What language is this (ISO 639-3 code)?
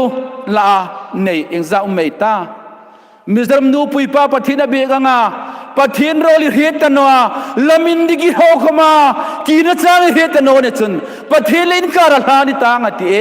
hmr